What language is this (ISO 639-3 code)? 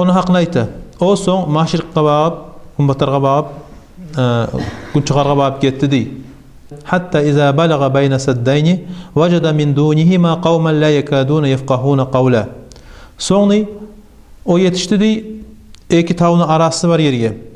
kum